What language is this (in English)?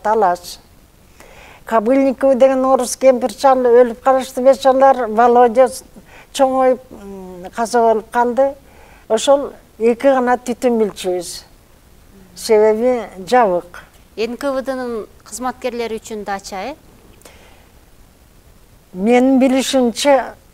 Kyrgyz